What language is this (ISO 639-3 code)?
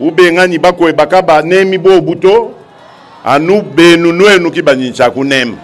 lua